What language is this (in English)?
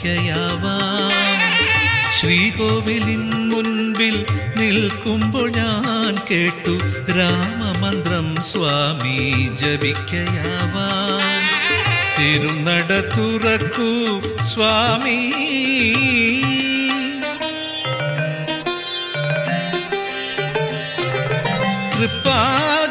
Malayalam